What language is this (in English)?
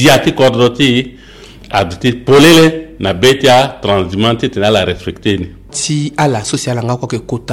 Sango